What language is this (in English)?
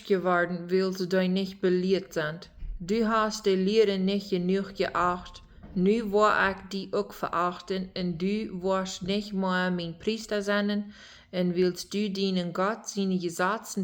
Plautdietsch